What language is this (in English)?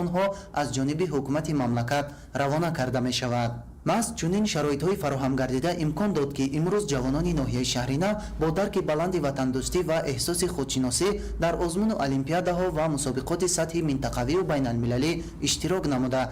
Tajik